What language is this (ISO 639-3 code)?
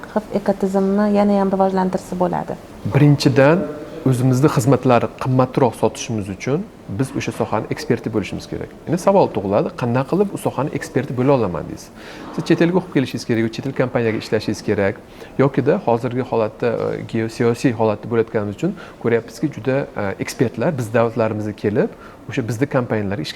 uzb